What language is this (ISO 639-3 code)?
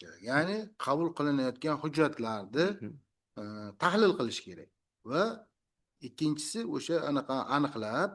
uzb